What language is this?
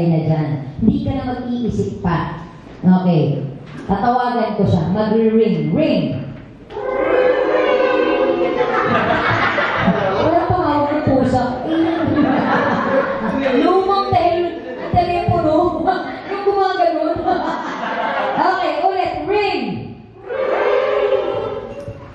Filipino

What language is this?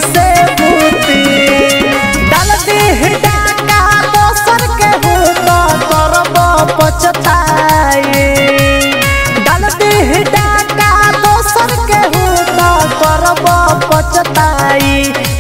Bhojpuri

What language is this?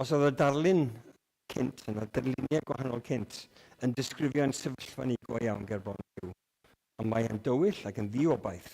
Welsh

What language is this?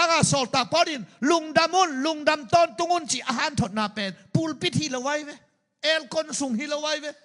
Tedim Chin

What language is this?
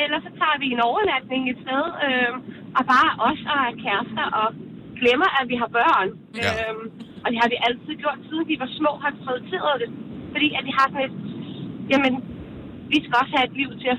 Danish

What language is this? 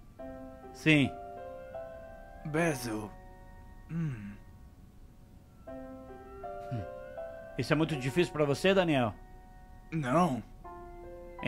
Portuguese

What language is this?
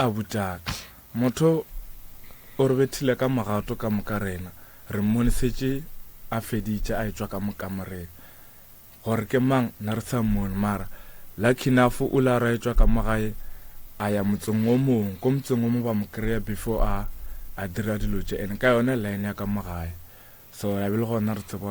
Northern Sotho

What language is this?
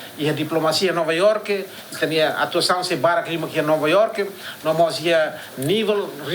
Tetum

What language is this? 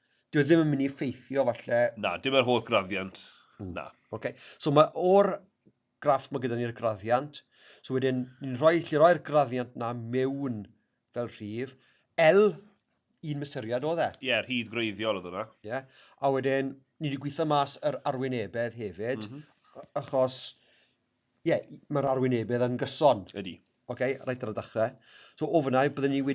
Welsh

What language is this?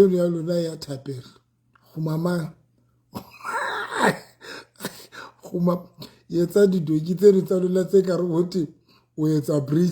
Southern Sotho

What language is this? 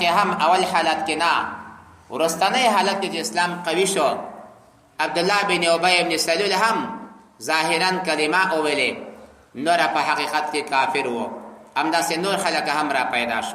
Pashto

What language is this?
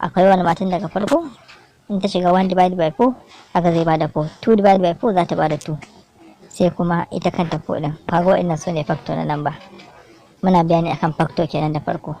Hausa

